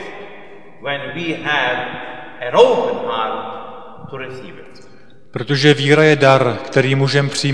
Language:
Czech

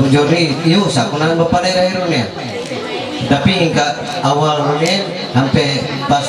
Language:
Ma'anyan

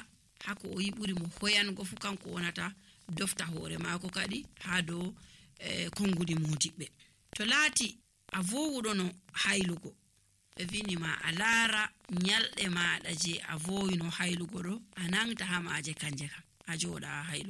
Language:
Nigerian Fulfulde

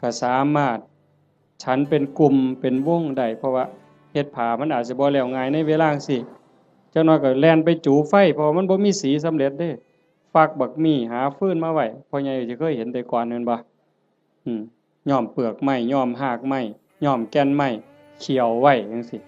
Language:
Northeastern Thai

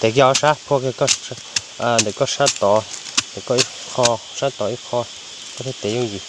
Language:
Hmong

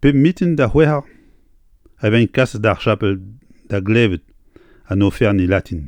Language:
Breton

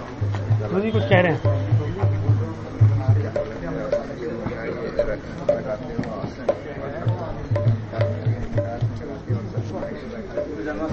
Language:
Hindi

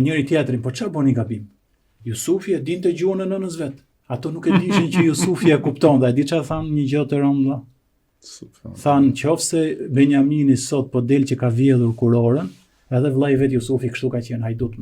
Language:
Albanian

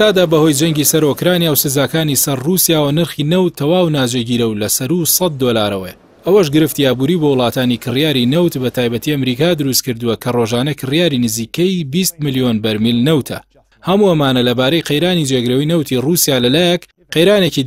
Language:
Central Kurdish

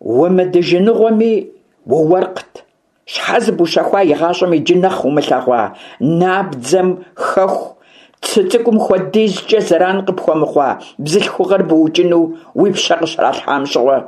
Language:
Kabardian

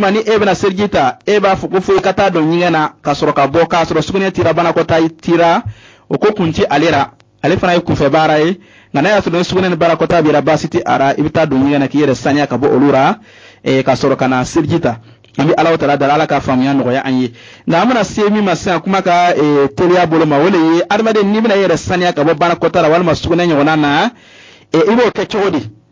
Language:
Bambara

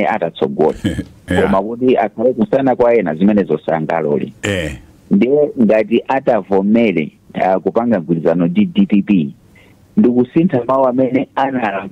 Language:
Nyanja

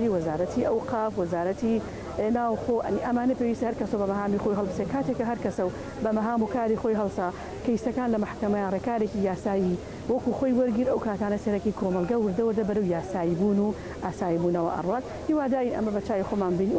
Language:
Central Kurdish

